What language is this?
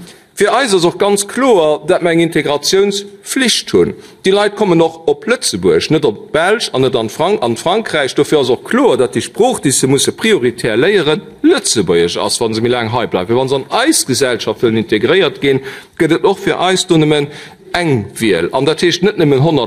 Luxembourgish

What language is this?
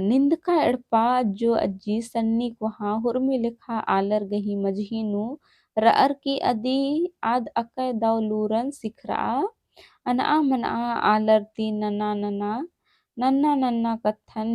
Kurukh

